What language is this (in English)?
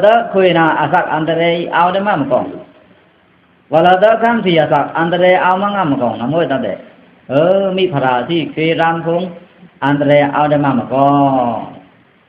Pa'o Karen